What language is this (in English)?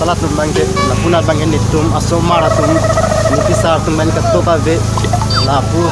Karbi